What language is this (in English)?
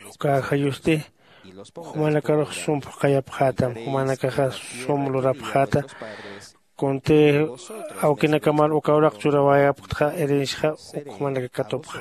Aymara